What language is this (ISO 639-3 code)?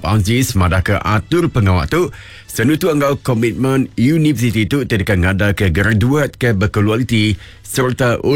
iba